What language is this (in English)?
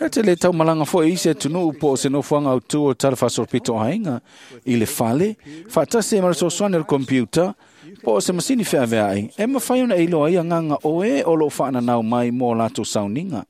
Samoan